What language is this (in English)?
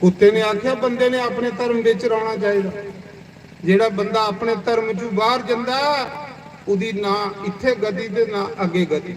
Dogri